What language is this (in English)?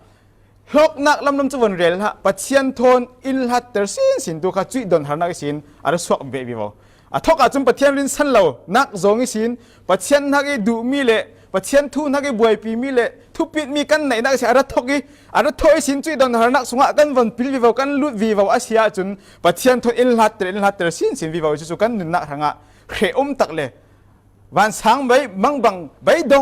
Falam Chin